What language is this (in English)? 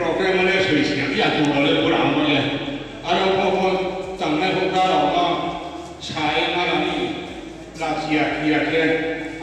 Riang (India)